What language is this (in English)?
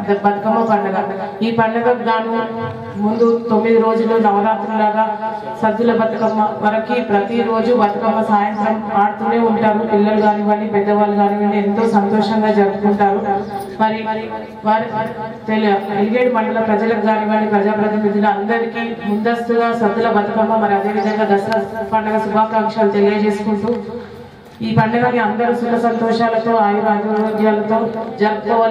Telugu